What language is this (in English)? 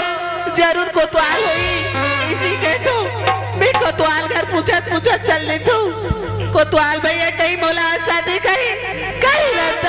Chhattisgarhi